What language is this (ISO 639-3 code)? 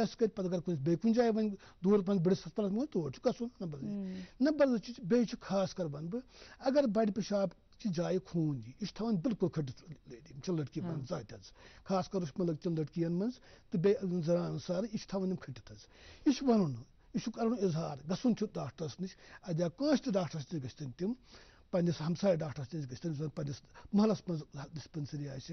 kas